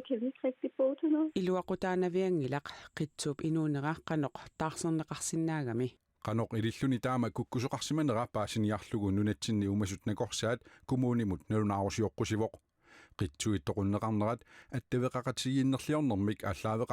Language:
Kalaallisut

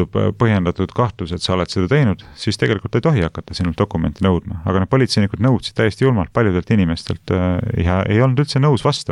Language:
Estonian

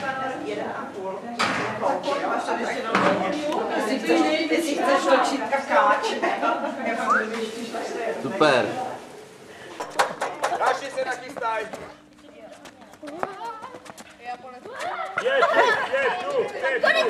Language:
Czech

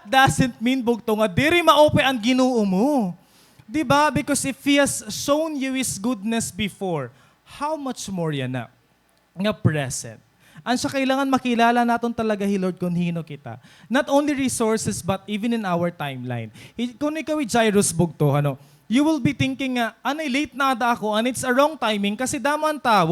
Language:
Waray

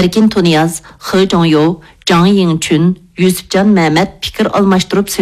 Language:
Uyghur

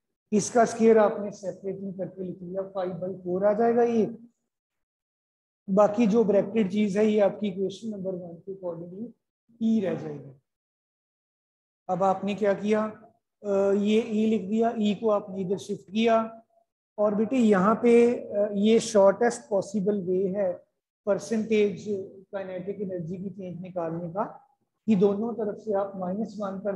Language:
Hindi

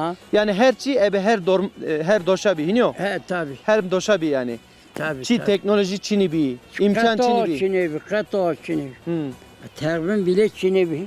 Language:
Zaza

